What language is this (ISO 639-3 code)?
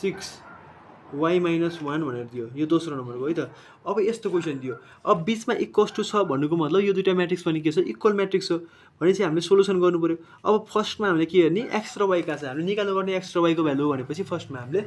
nep